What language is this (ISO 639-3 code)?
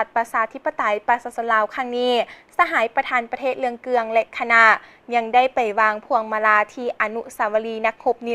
lao